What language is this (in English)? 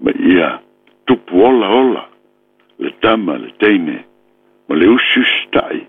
Samoan